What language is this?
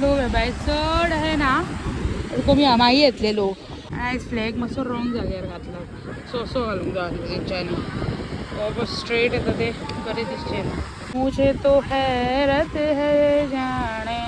Konkani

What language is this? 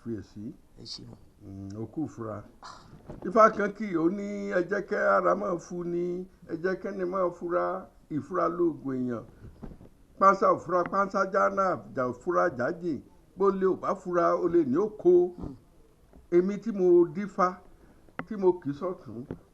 Yoruba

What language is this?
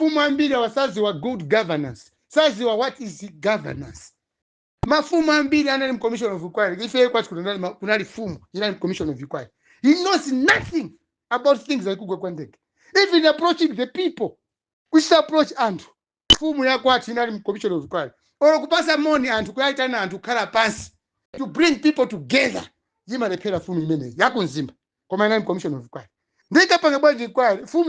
Nyanja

